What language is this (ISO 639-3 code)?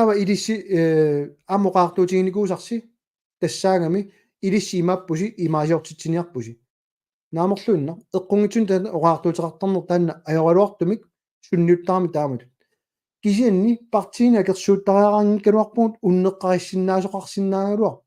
kal